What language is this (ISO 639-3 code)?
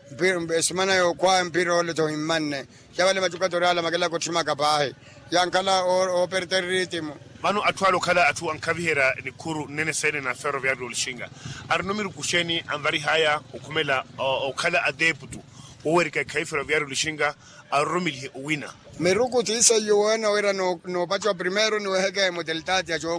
vmw